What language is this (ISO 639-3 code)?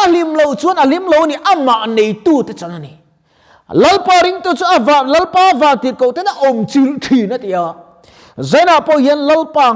lus